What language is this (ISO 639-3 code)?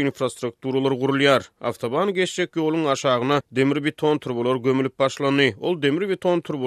tuk